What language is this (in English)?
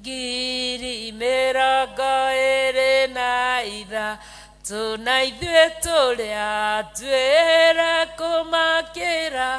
Kikuyu